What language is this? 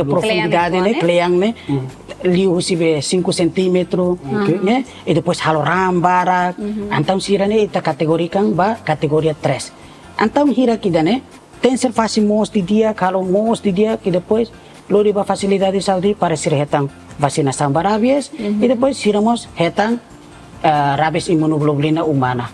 Tetum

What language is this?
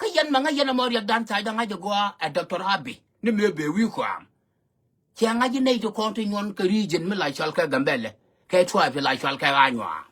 Nuer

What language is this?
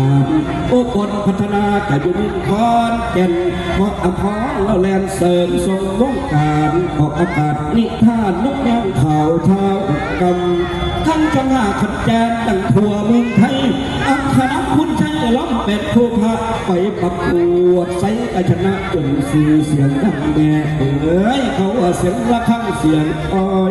Northeastern Thai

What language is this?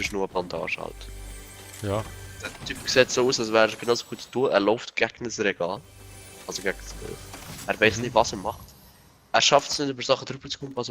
Swiss German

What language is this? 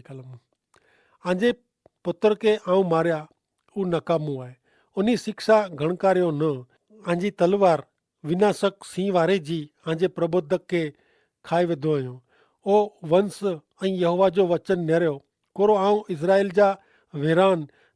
Kachhi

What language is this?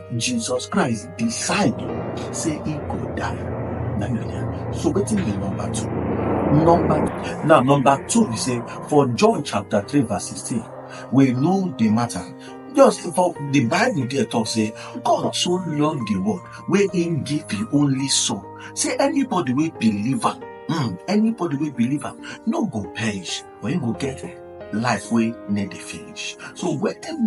Nigerian Pidgin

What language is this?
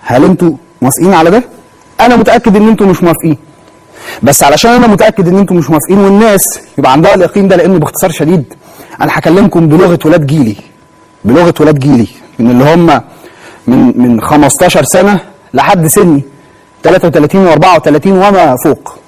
Egyptian Arabic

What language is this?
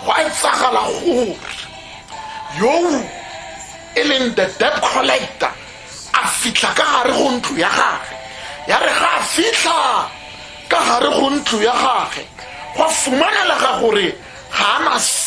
Tswana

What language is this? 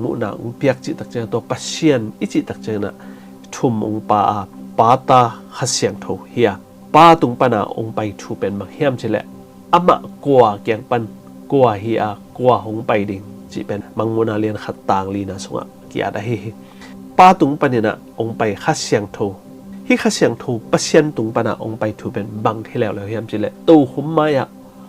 Tedim Chin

